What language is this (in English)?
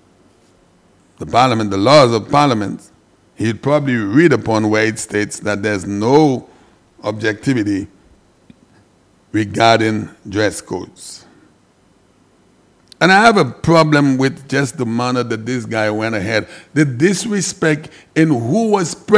English